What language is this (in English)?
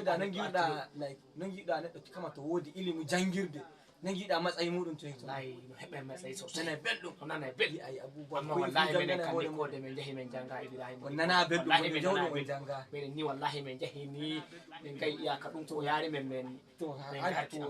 Fula